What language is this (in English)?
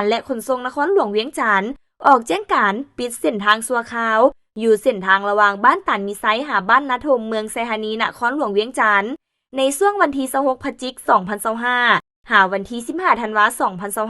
Lao